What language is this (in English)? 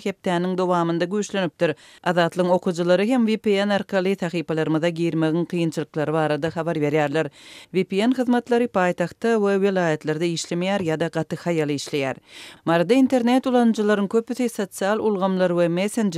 Turkmen